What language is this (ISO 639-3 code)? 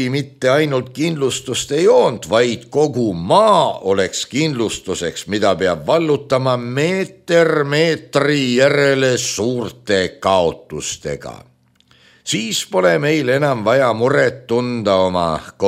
est